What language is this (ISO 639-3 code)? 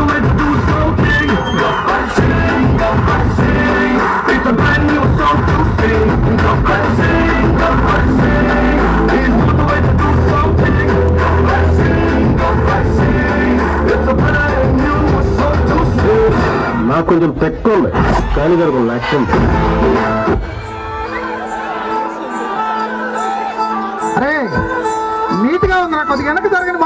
tel